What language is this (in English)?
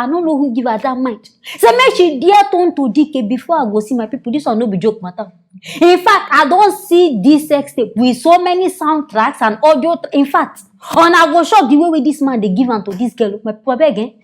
Nigerian Pidgin